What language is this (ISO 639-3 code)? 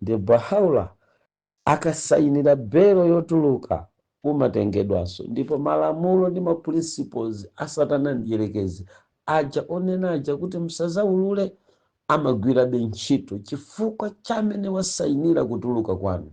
nya